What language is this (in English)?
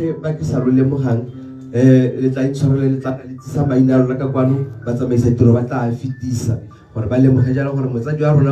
Tswana